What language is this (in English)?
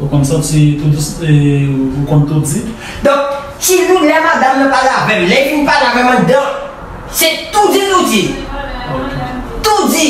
Haitian Creole